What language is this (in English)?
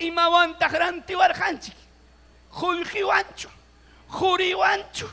Ayacucho Quechua